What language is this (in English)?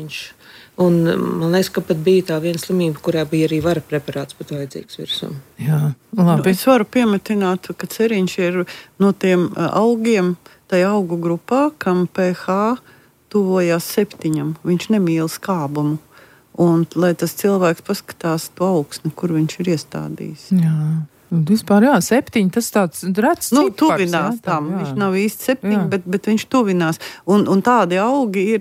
Latvian